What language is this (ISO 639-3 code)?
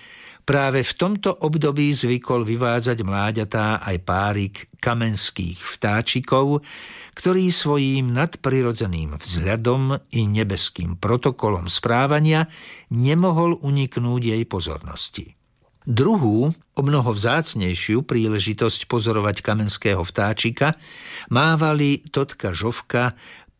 slk